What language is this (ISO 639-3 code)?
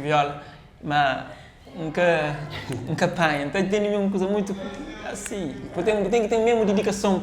kea